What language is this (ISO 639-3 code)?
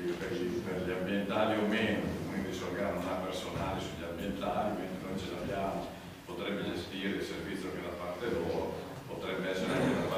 ita